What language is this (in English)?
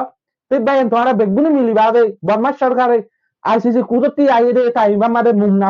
Rohingya